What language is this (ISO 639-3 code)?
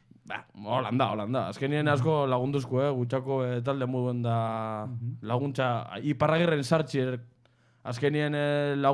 eus